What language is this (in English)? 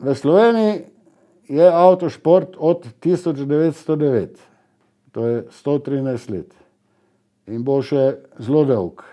Slovenian